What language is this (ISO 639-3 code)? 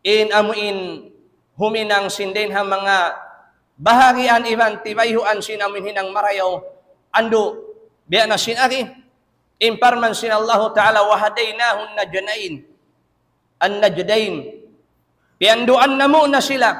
tsg